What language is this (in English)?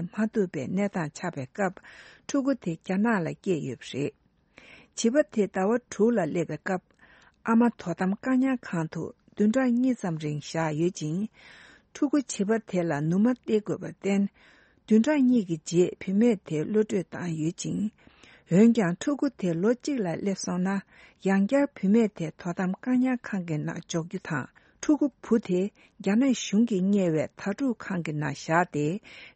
Tibetan